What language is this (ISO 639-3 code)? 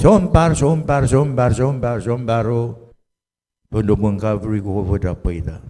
pon